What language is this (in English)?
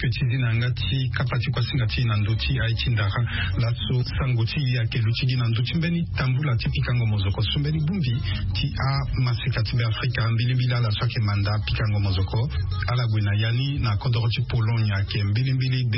Sango